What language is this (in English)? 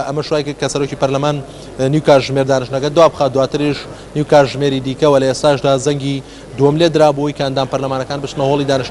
Central Kurdish